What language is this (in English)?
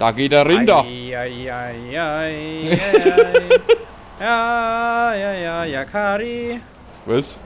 Bavarian